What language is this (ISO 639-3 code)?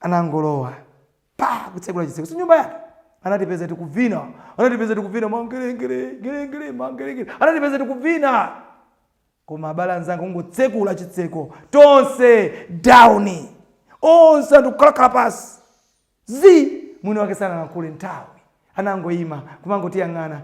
nya